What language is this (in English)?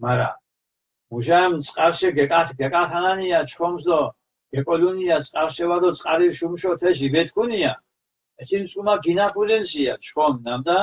Mingrelian